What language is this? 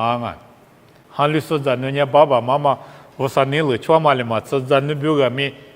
Lisu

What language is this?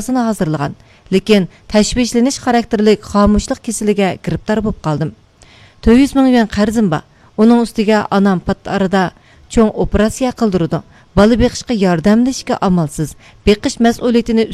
Uyghur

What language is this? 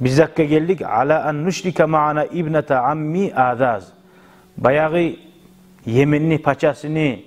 Kumyk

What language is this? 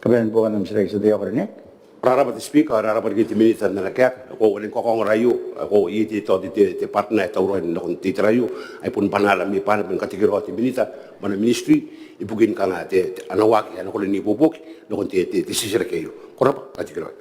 Gilbertese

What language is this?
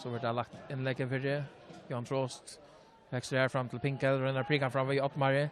Faroese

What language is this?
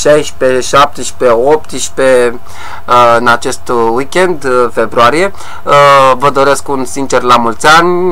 Romanian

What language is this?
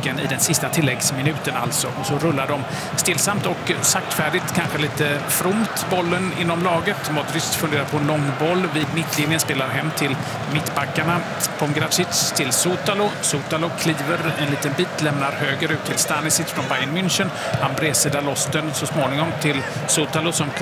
Swedish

